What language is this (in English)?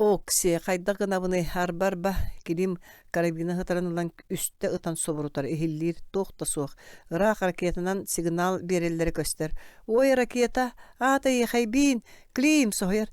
Yakut